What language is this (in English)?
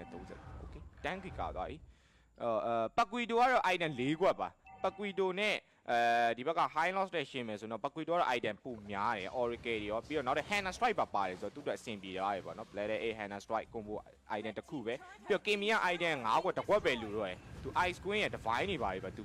Burmese